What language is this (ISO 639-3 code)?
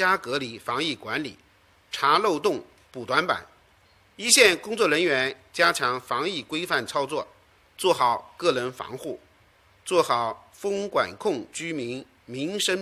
zho